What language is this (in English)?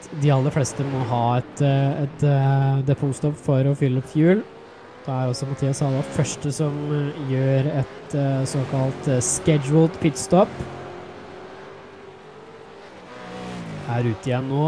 Norwegian